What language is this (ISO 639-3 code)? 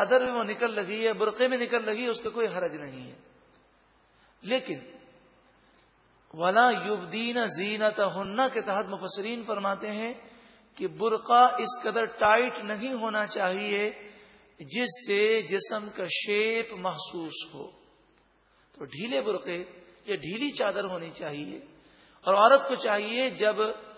urd